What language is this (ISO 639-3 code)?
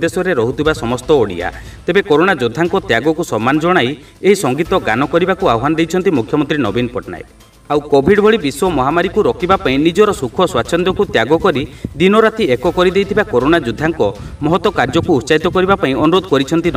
ori